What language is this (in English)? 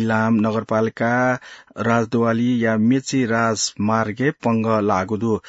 Newari